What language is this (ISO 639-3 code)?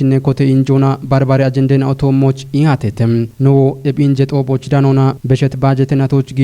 kbr